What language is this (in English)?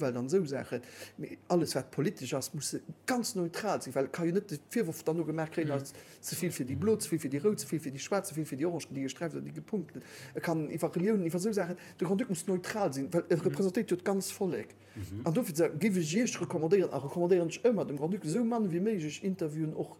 Luxembourgish